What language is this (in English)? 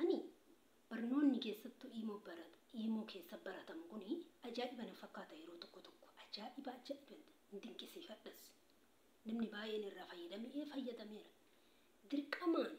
Oromo